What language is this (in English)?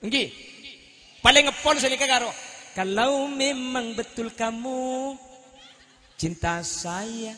Madurese